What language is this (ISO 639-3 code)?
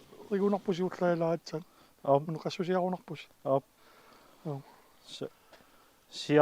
kal